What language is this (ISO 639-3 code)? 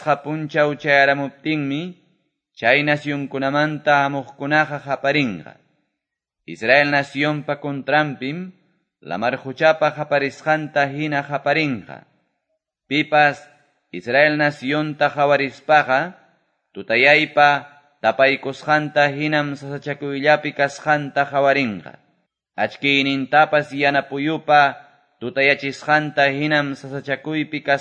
que